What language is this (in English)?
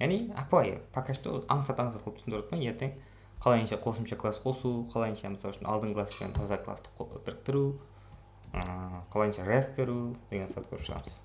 Kara-Kalpak